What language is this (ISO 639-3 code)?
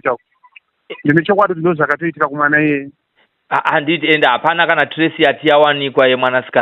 sna